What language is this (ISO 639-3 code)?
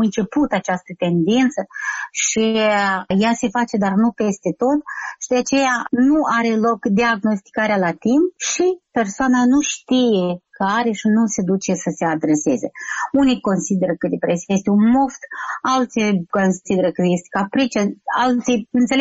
ron